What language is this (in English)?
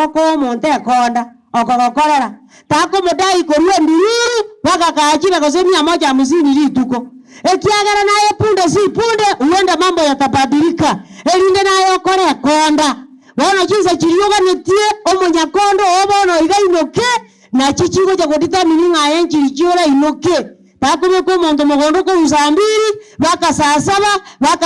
Gusii